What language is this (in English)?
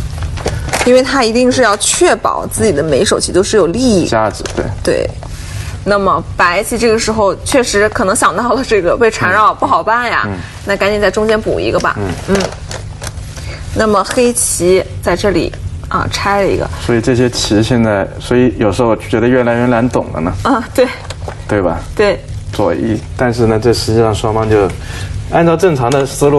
Chinese